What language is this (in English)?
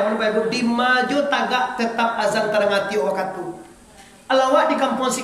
Minangkabau